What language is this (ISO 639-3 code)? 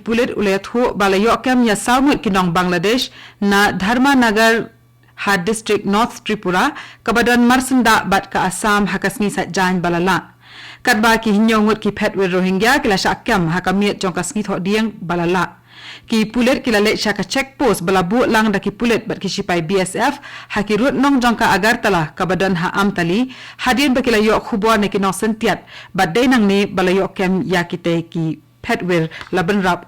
kha